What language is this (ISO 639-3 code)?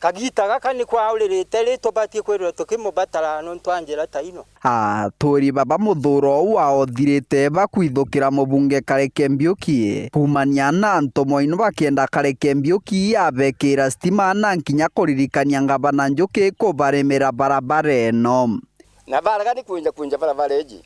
mer